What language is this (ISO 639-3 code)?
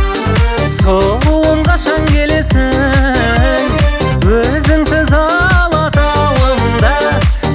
kaz